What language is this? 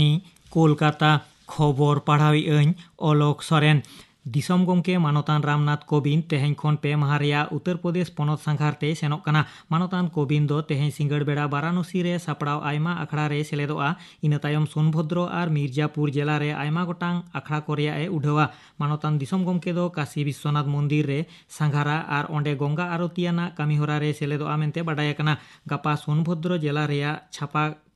Santali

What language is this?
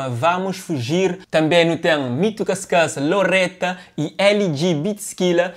Kabuverdianu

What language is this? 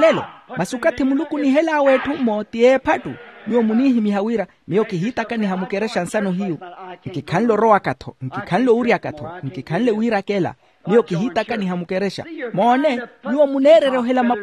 Makhuwa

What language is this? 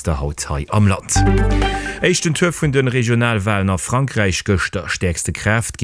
Luxembourgish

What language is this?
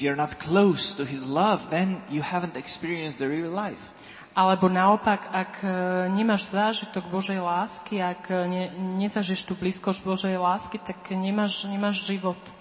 Slovak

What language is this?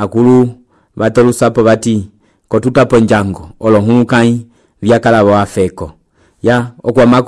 Umbundu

